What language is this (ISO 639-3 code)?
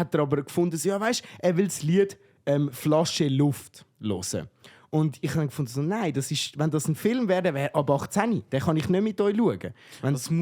gsw